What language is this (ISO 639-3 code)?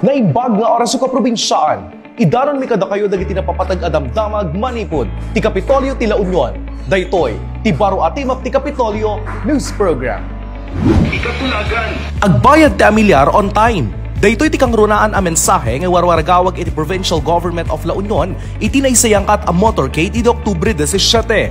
ilo